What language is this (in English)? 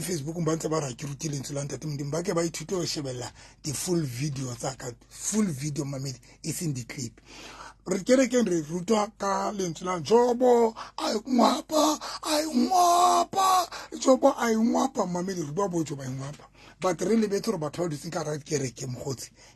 Southern Sotho